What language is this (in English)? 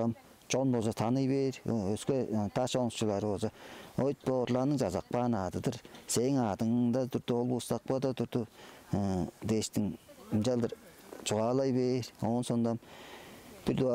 Tuvinian